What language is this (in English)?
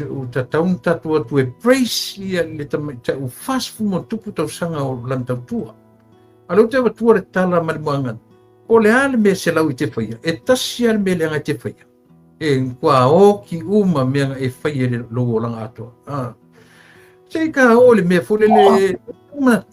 Samoan